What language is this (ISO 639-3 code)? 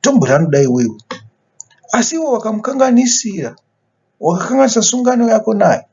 sna